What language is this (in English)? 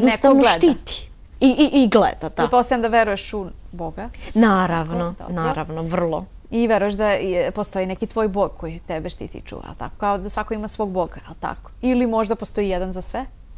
Bosnian